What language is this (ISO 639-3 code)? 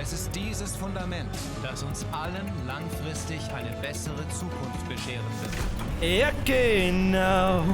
bar